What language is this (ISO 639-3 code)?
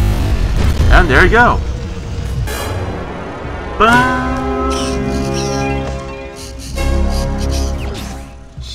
eng